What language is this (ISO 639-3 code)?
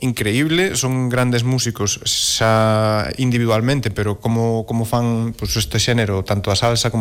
glg